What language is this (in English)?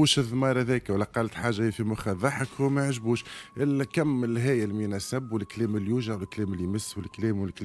Tunisian Arabic